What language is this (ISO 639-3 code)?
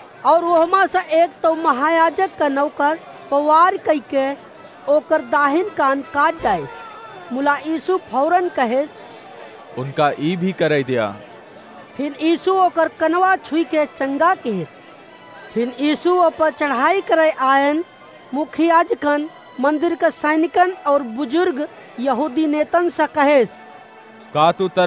awa